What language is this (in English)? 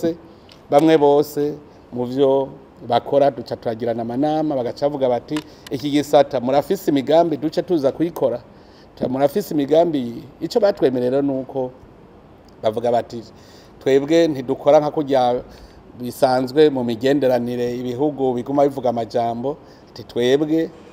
Rundi